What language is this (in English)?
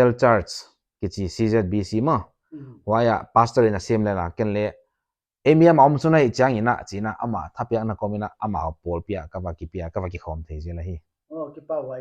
Paite Chin